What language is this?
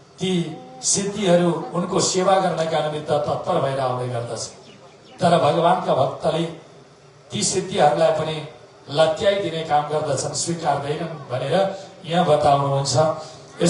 Nepali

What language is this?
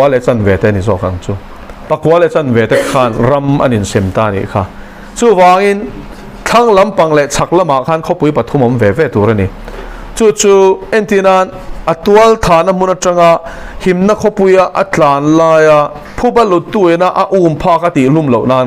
Mizo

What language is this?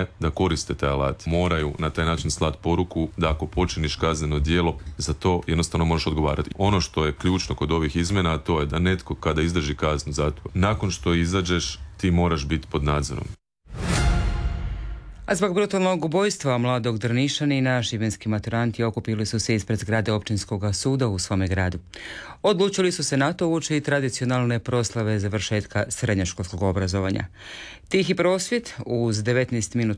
Croatian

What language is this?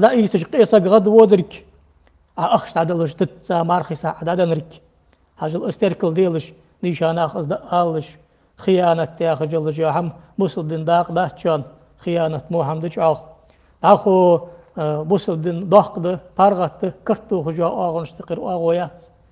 Ingush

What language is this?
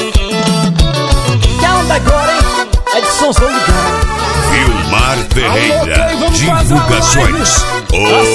Portuguese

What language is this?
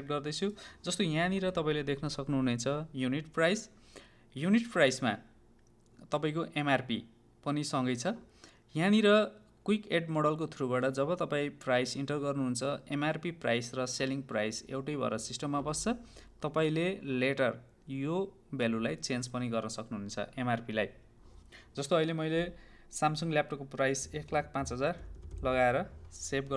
Nepali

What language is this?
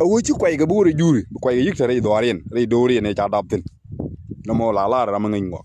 Nuer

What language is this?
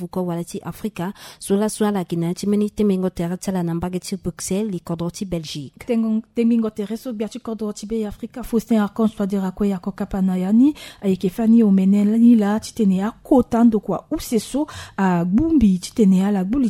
Sango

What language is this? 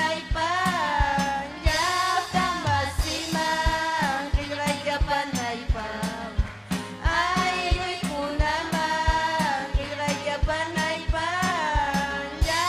Ayacucho Quechua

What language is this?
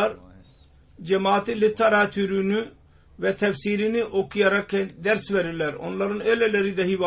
Turkish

